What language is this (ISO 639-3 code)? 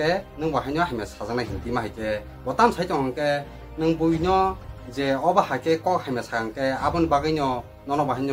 trp